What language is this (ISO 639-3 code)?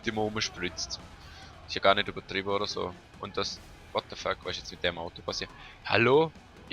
gsw